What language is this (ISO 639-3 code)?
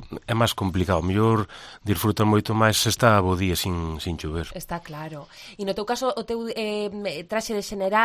glg